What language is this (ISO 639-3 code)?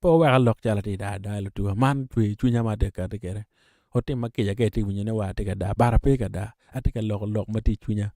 ach